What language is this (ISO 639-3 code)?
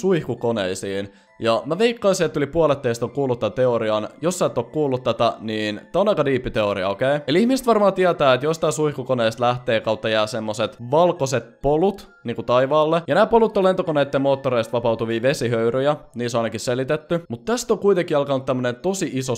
fin